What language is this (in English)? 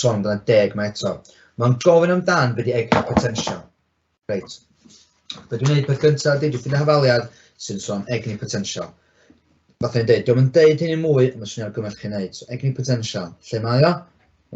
Welsh